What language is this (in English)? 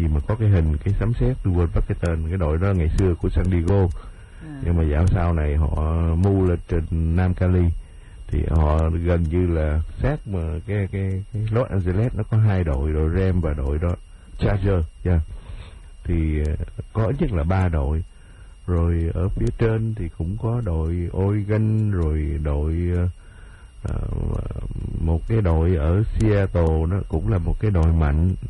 Vietnamese